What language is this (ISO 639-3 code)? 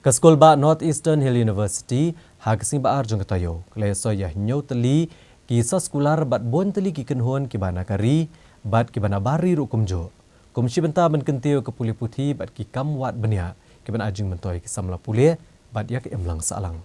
kha